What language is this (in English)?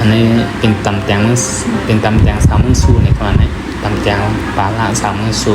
Shan